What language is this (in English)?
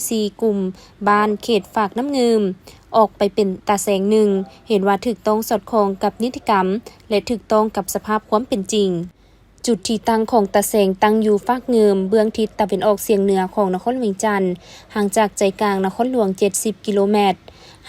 Lao